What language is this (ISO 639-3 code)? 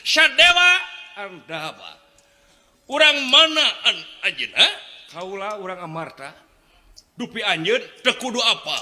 sun